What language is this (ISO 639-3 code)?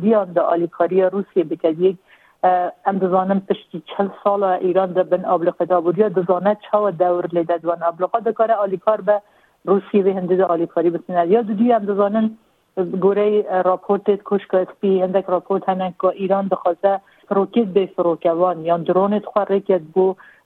kur